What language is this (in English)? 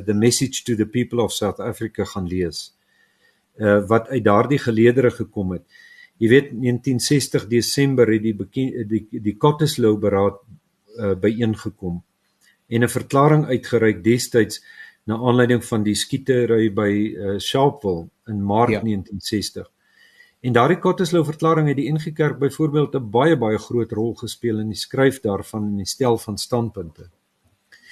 Afrikaans